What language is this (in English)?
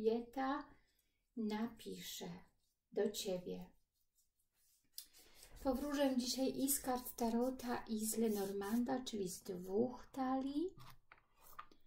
Polish